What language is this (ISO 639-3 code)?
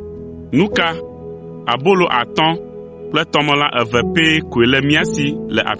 ewe